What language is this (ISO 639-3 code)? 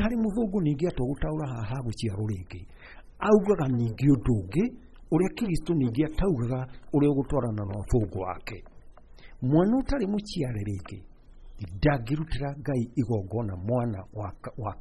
kik